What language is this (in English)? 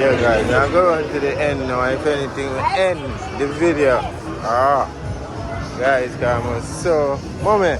Jamaican Creole English